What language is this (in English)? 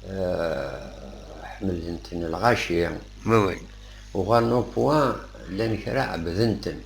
Kabyle